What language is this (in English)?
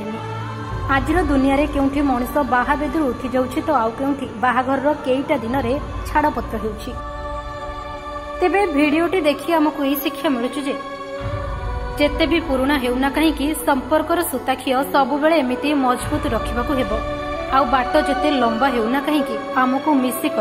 Odia